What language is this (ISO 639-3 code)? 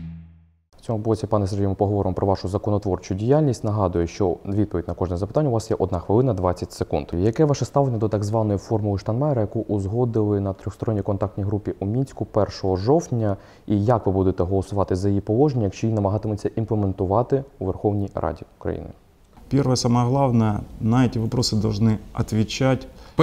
ukr